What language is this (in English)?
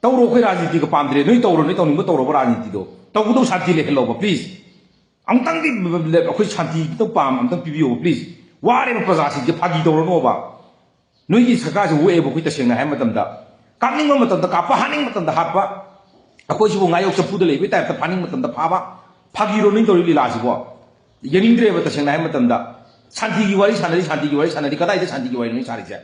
Manipuri